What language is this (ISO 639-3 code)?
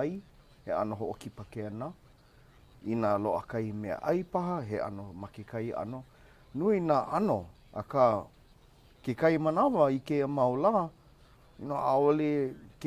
haw